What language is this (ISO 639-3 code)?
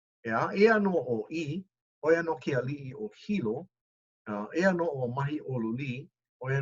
haw